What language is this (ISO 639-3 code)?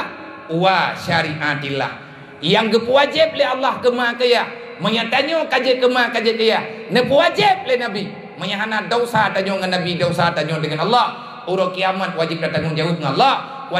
ace